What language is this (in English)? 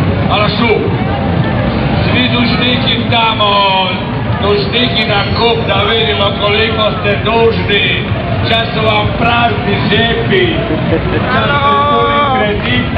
Croatian